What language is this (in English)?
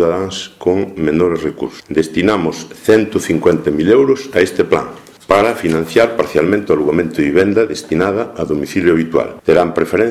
Galician